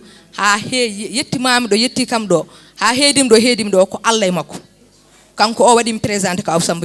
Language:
Fula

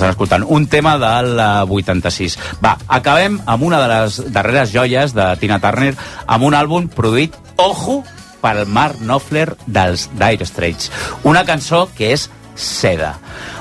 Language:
Catalan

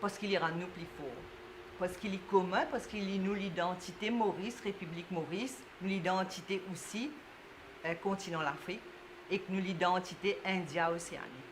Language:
Morisyen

